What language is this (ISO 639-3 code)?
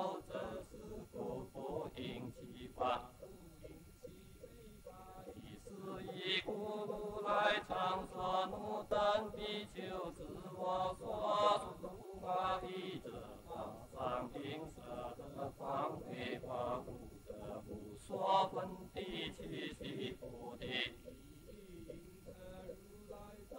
zho